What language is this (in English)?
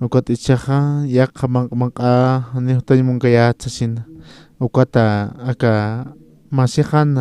Aymara